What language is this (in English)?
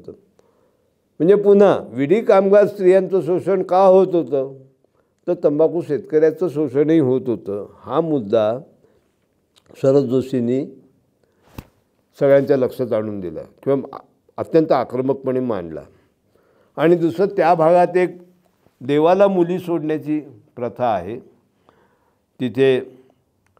Marathi